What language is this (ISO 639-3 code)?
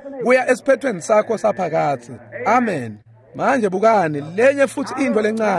ssw